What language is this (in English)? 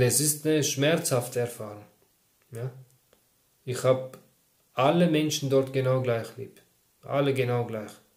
German